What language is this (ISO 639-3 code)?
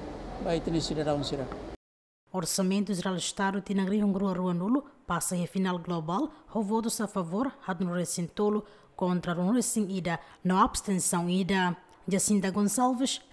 tet